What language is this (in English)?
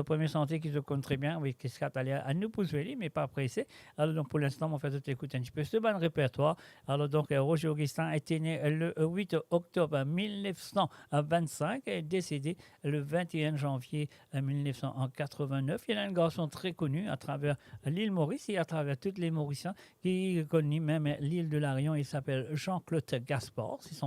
Morisyen